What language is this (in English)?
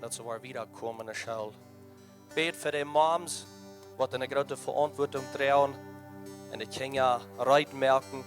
Plautdietsch